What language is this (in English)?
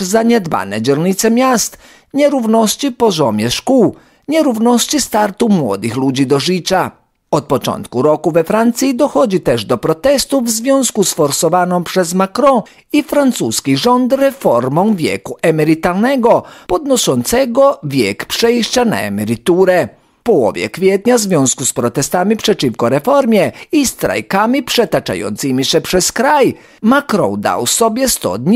Polish